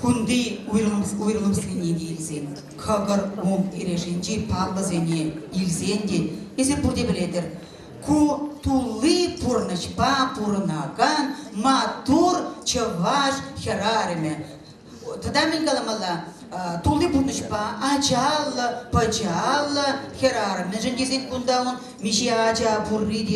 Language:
Chuvash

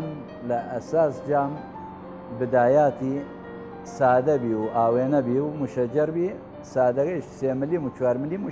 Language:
Southern Kurdish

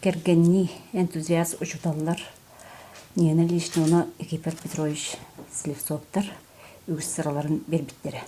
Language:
Yakut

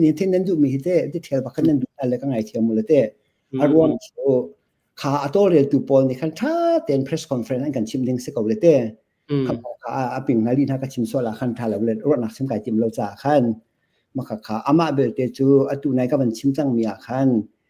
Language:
Hakha Chin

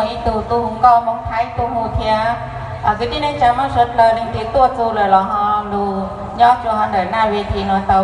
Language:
Hmong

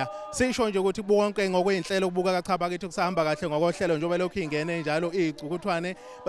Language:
Zulu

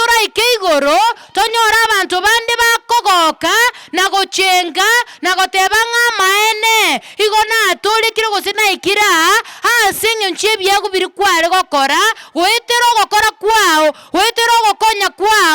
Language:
Gusii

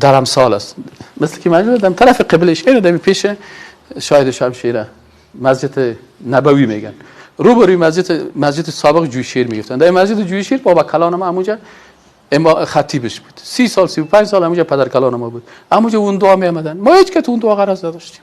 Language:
Persian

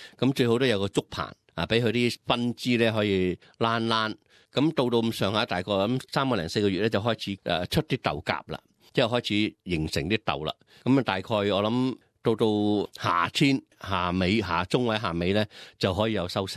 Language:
Cantonese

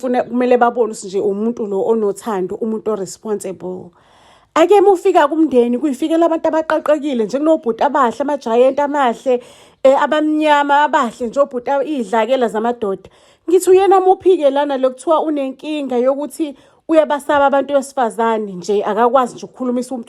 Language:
Zulu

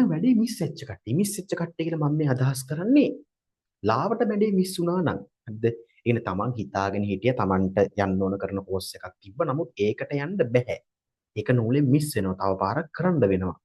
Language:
Sinhala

